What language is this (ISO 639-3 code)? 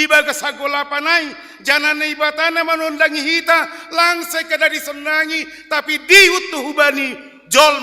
bts